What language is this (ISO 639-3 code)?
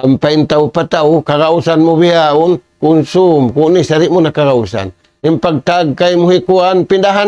tsg